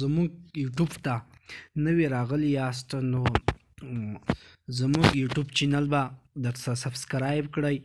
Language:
Pashto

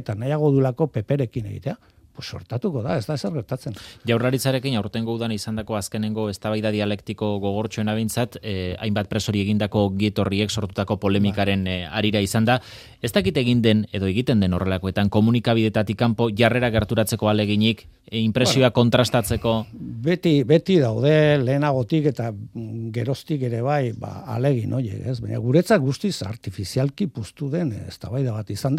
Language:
Basque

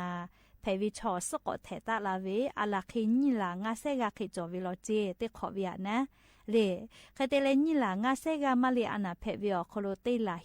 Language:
Lahu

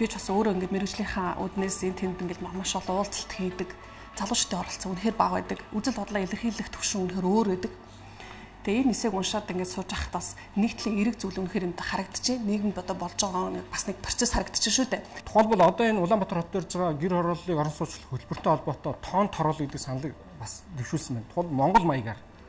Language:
Mongolian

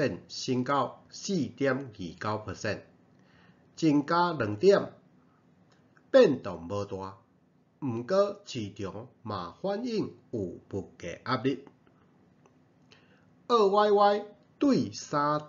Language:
Min Nan Chinese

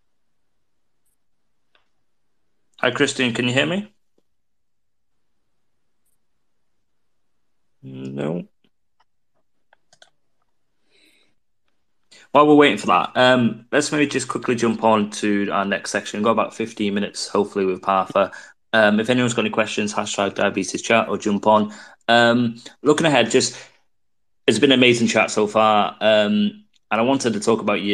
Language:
English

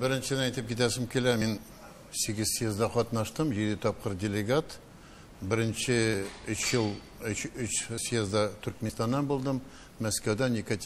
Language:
Tatar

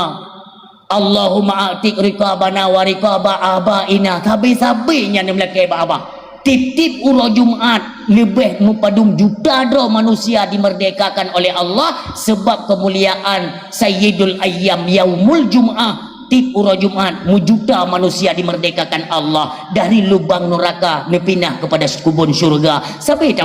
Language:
Achinese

